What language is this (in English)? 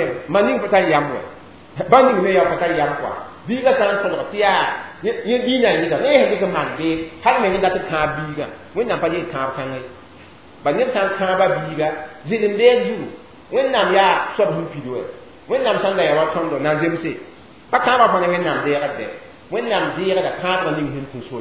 Mossi